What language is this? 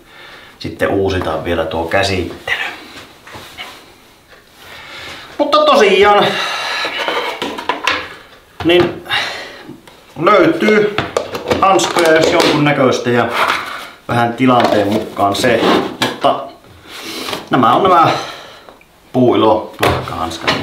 Finnish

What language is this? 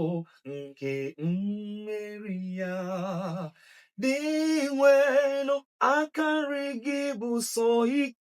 Igbo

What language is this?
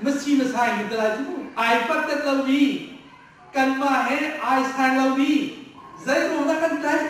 Hakha Chin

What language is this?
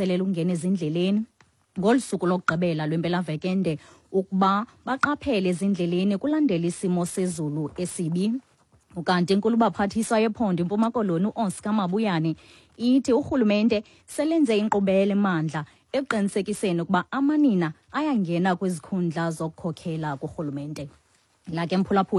Xhosa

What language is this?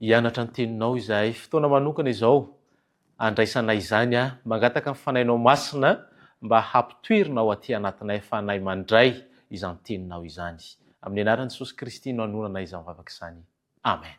Malagasy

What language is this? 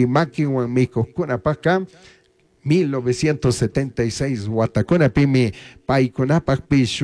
Chimborazo Highland Quichua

